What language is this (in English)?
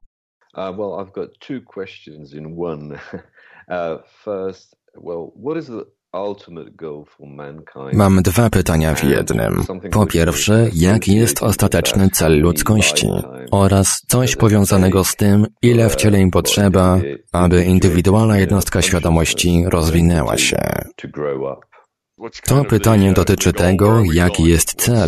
Polish